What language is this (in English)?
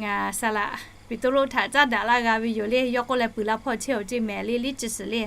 Lahu